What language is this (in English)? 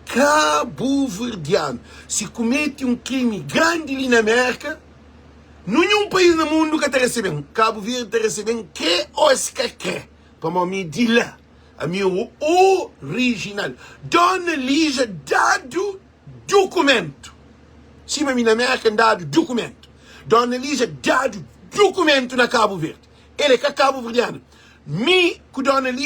Kabuverdianu